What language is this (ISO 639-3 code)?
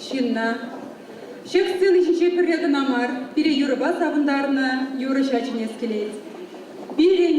chv